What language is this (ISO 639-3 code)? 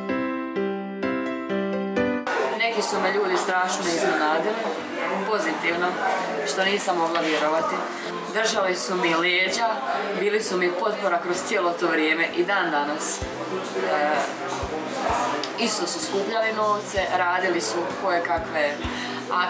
hrv